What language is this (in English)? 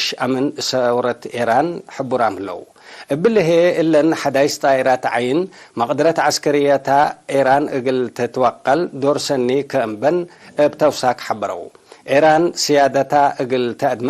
Tigre